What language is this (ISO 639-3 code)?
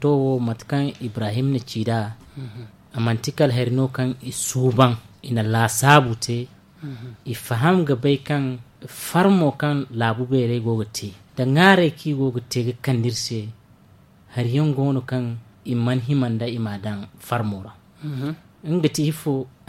dje